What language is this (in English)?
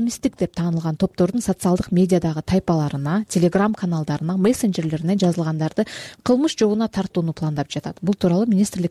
Kyrgyz